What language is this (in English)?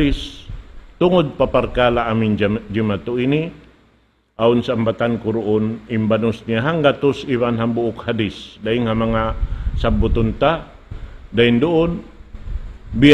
Tausug